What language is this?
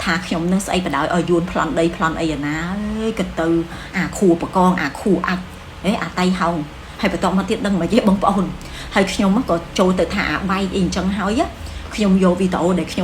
Khmer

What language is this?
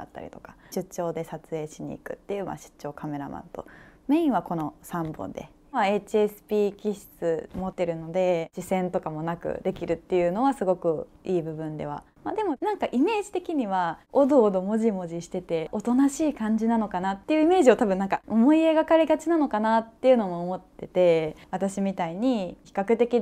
Japanese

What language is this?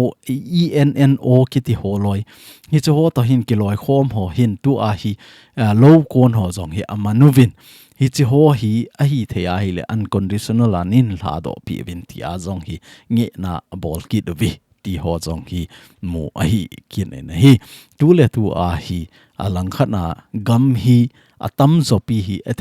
Thado Chin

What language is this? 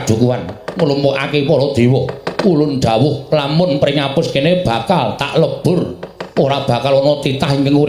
Javanese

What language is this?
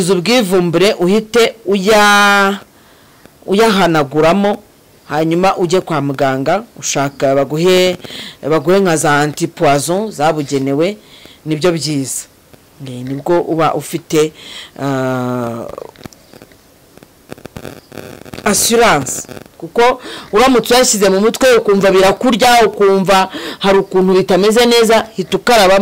Kinyarwanda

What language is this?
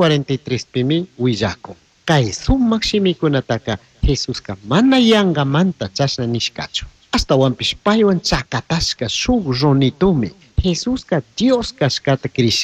Chimborazo Highland Quichua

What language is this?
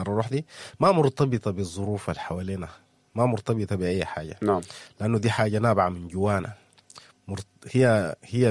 Sudanese Arabic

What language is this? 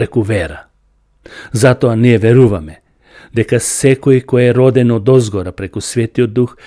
Macedonian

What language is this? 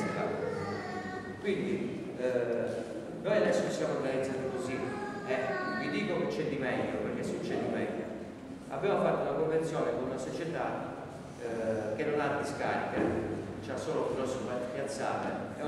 Italian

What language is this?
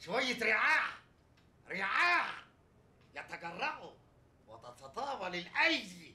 Egyptian Arabic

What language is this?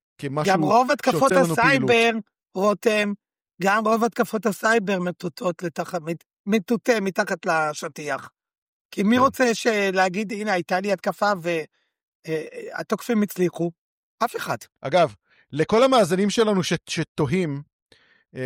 Hebrew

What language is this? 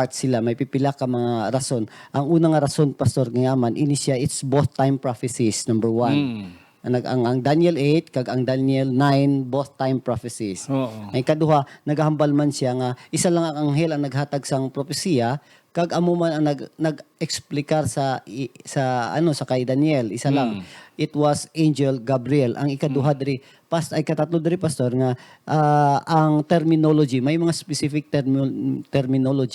Hiligaynon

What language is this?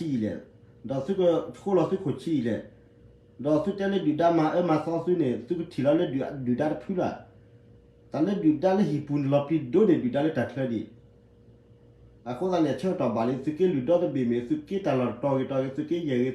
S'gaw Karen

